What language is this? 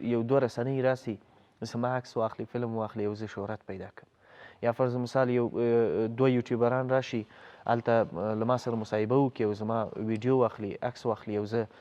Pashto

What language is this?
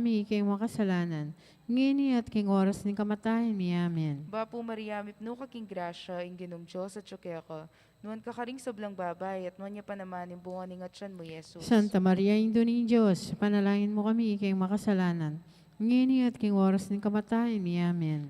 Pampanga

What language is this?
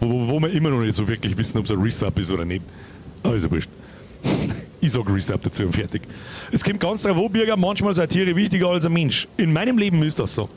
Bavarian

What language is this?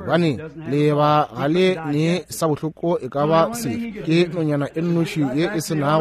Northern Sotho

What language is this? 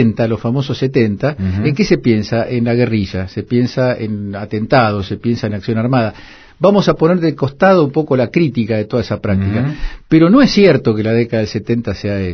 Spanish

